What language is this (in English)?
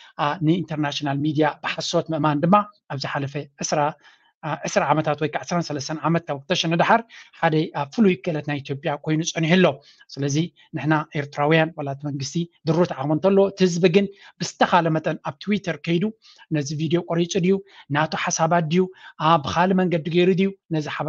Tigrinya